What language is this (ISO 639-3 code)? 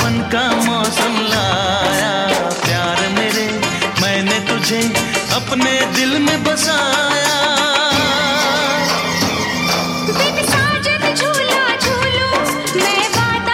hin